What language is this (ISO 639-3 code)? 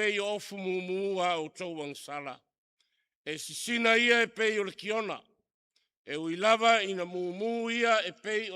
smo